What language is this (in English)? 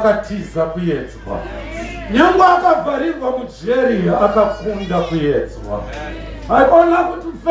Shona